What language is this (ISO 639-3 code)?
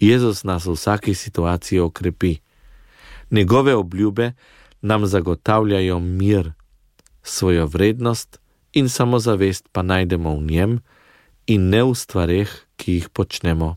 slv